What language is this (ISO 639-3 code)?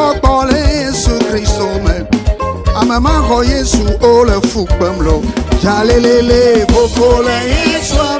ewe